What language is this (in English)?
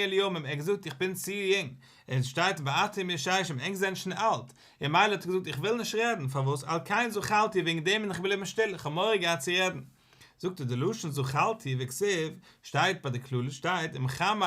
Yiddish